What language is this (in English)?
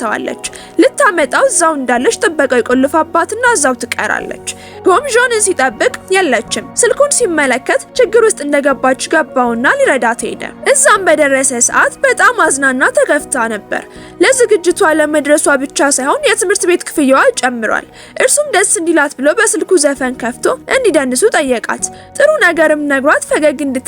Amharic